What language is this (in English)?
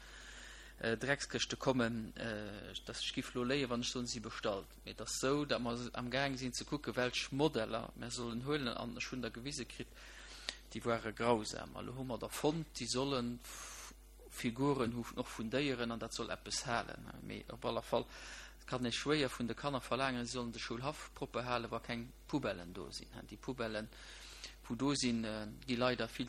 Luxembourgish